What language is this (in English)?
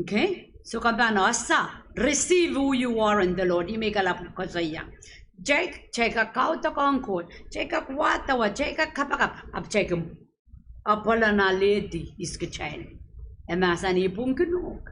Pohnpeian